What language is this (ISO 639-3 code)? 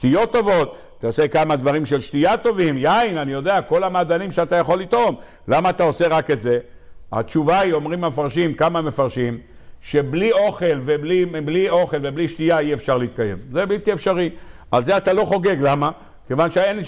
heb